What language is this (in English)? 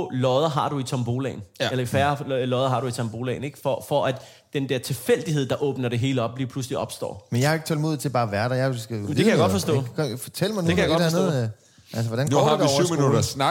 Danish